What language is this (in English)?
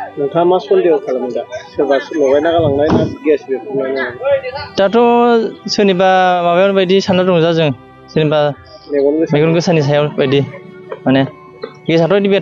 Bodo